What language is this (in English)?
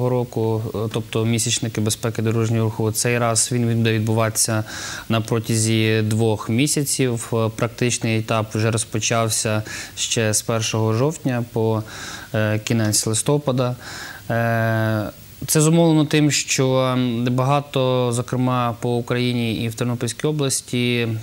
Ukrainian